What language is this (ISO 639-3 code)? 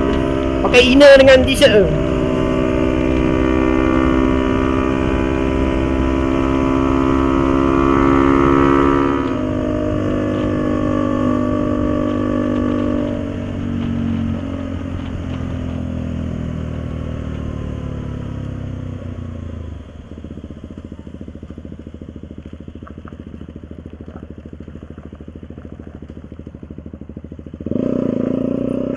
msa